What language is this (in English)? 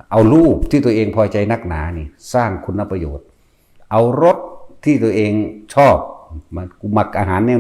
Northeastern Thai